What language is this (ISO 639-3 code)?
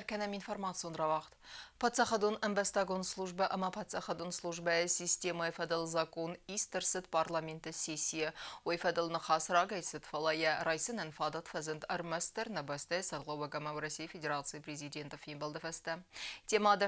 oss